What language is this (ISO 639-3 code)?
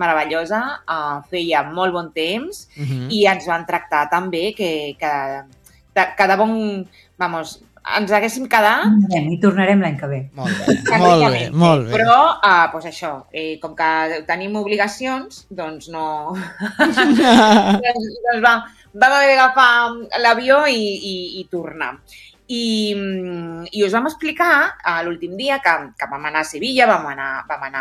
cat